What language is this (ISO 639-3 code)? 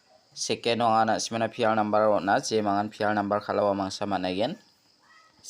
grt